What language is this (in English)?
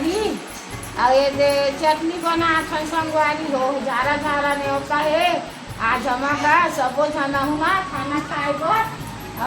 Chhattisgarhi